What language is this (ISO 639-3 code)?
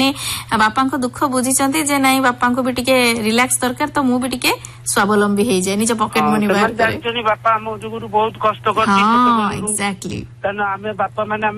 ori